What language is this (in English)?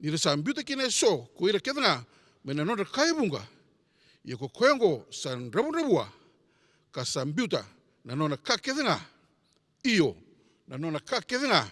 Fijian